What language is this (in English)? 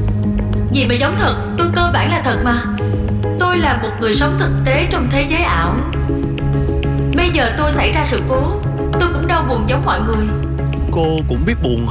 Vietnamese